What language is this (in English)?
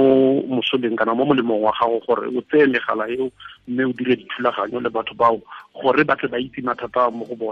Tswana